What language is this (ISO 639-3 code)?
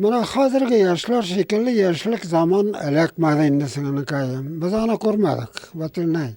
tat